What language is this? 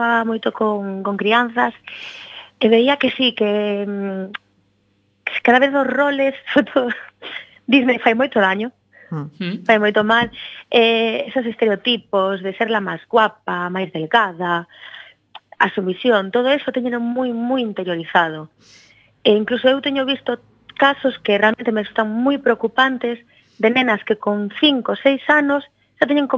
Galician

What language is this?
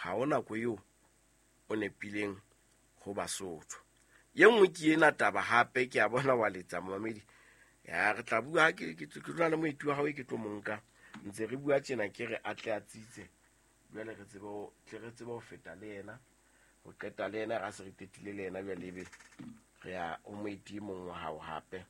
Southern Sotho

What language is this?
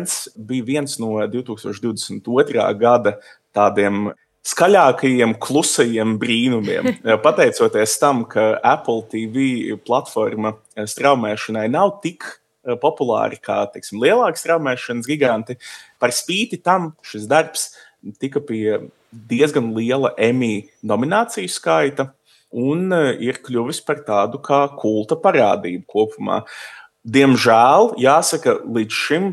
Latvian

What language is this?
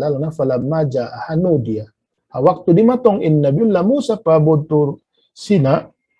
Tausug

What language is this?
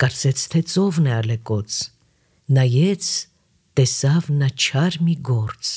Armenian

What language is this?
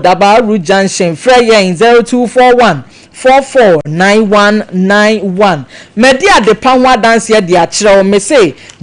Akan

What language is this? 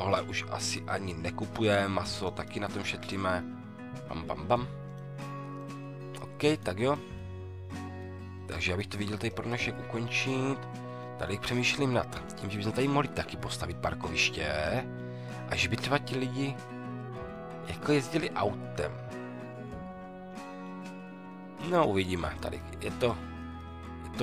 Czech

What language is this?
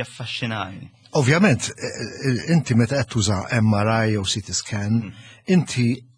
Maltese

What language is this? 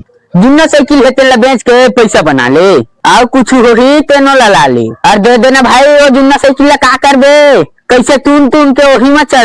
Chhattisgarhi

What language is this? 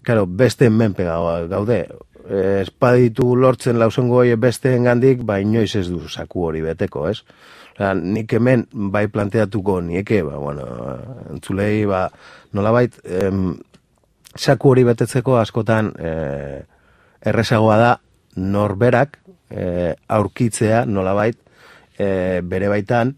Basque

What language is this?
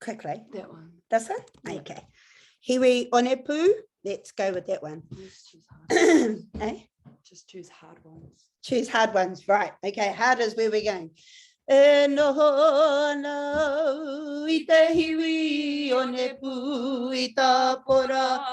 Māori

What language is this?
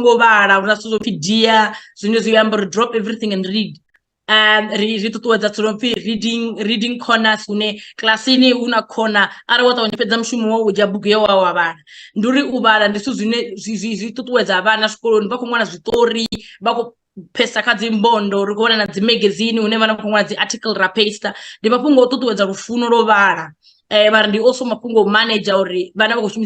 Venda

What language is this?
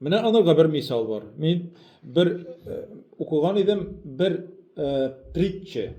Tatar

